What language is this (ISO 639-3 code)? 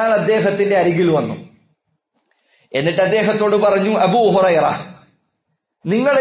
mal